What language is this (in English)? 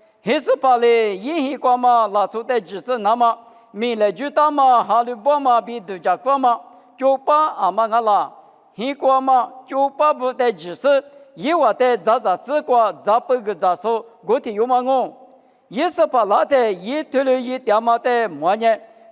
Lisu